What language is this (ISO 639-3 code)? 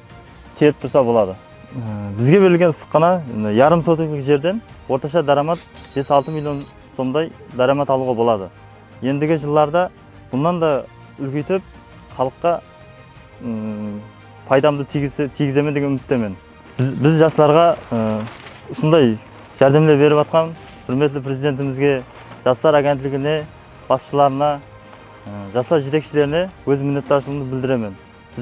kaa